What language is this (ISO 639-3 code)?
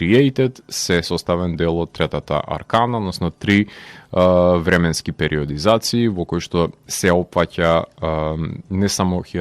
mkd